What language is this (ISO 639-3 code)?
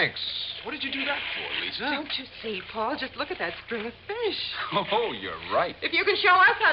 eng